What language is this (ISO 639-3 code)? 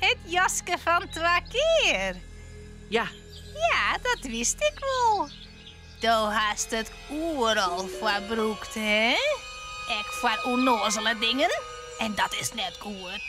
fry